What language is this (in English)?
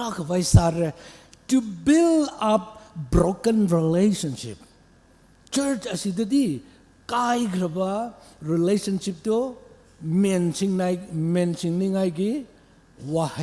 Tangkhul Naga (India)